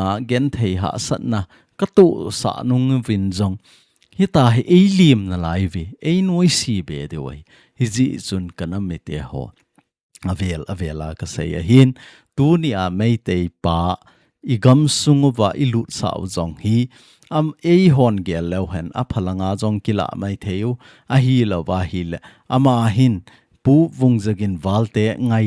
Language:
Thado Chin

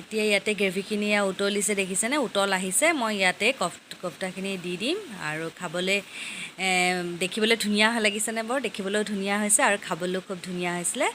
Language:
Assamese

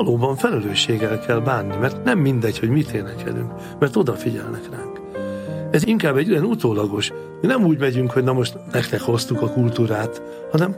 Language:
Hungarian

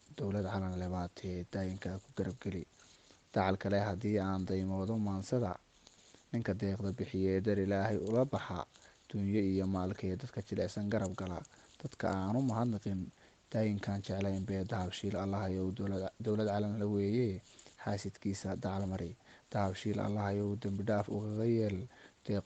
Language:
Somali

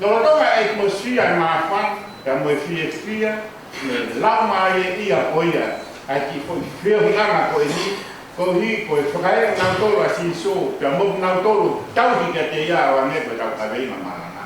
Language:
Tongan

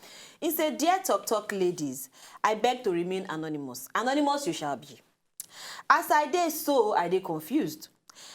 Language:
Nigerian Pidgin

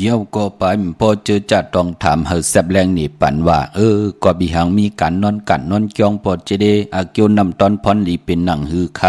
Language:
Shan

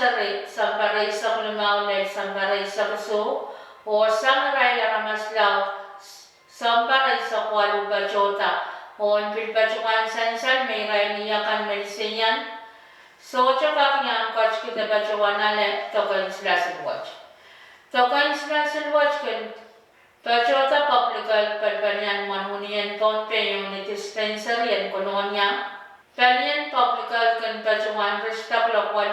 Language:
Pohnpeian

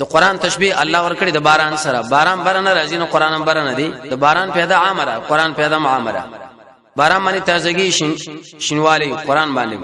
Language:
Pashto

